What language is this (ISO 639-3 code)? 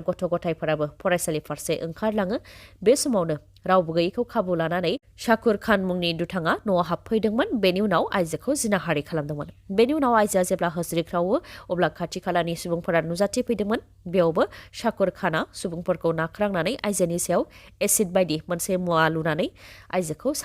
brx